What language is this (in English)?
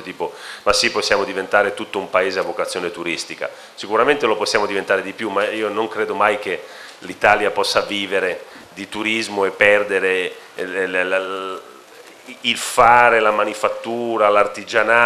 Italian